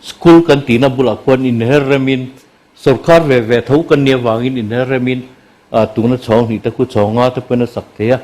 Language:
Mizo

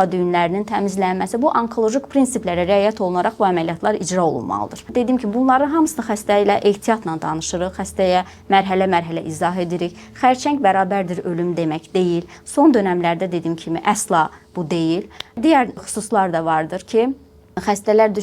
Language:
Azerbaijani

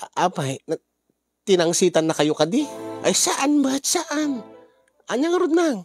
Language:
Iloko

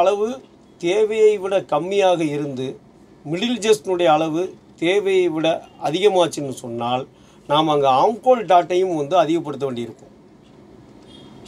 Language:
Tamil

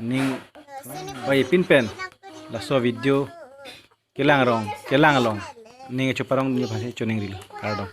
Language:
Karbi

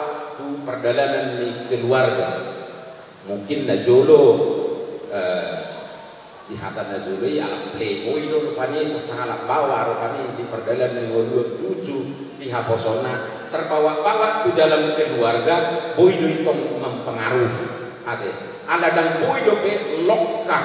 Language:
Batak Toba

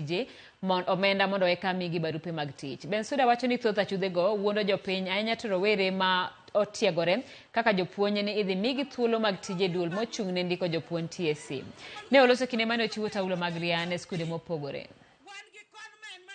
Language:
Luo (Kenya and Tanzania)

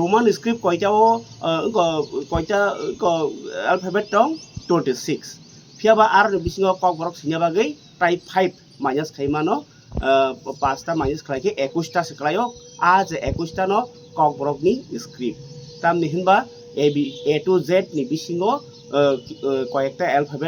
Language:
Kok Borok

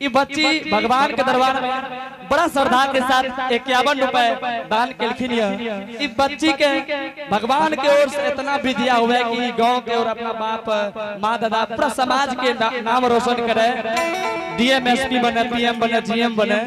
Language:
Angika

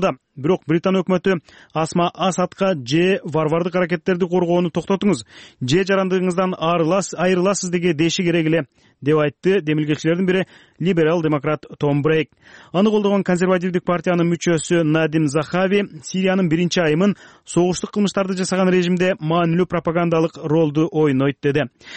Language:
Kyrgyz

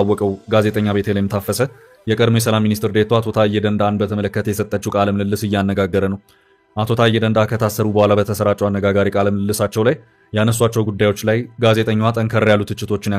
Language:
Amharic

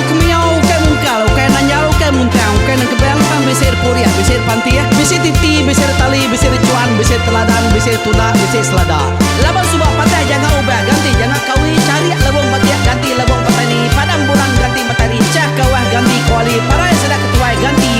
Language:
Iban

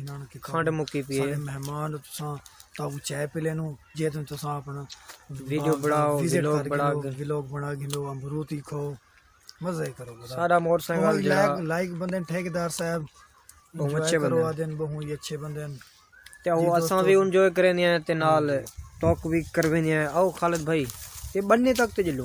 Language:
Saraiki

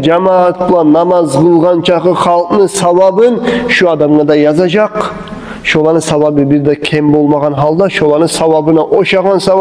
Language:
Kumyk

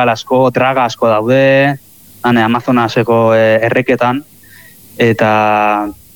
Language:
Basque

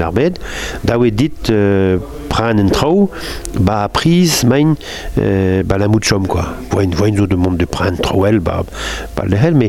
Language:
Breton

